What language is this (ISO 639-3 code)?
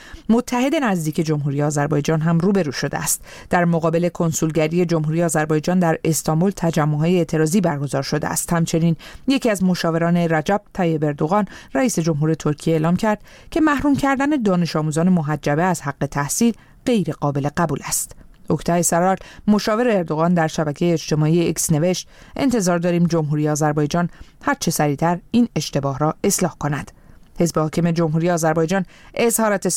fas